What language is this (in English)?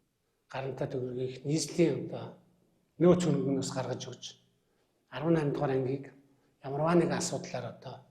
Mongolian